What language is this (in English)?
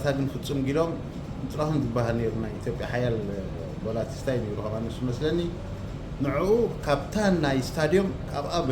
Tigrinya